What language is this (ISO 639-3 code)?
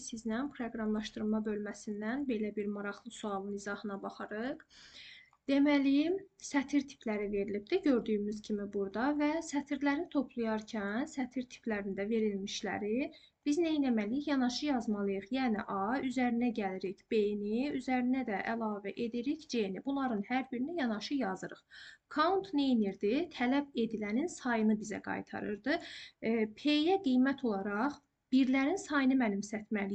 aze